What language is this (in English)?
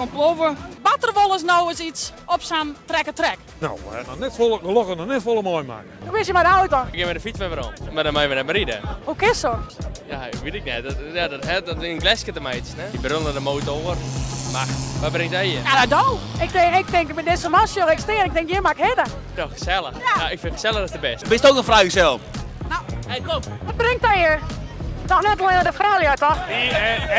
Western Frisian